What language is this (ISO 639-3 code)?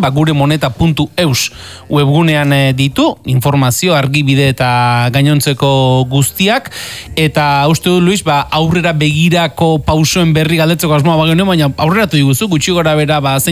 eus